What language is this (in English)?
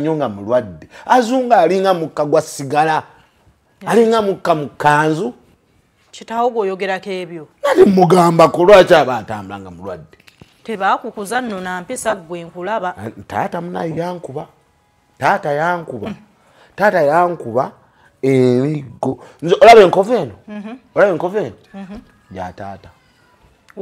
Ganda